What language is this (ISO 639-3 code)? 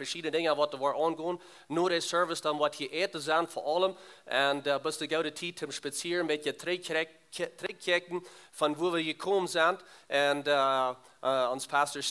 pdt